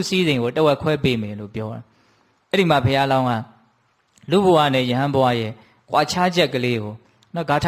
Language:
Burmese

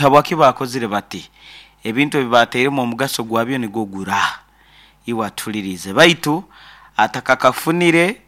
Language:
Nyankole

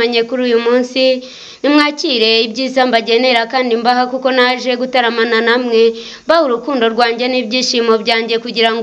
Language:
Kinyarwanda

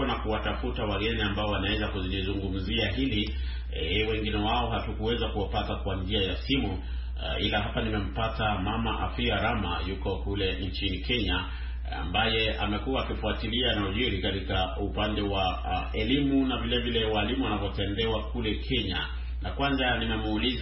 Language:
Swahili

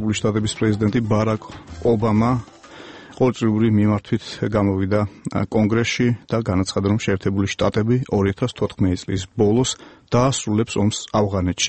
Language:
Georgian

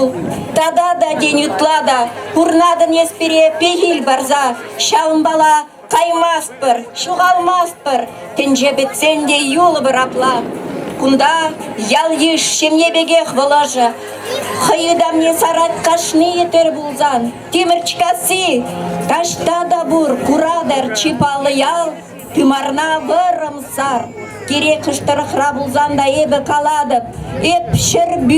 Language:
Chuvash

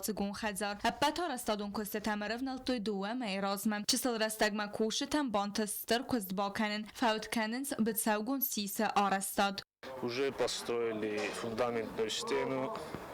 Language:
Ossetic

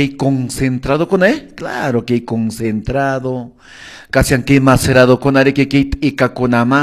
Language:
Quechua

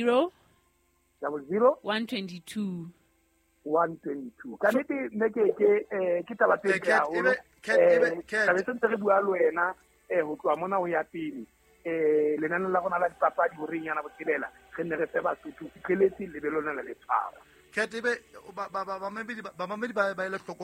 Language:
Southern Sotho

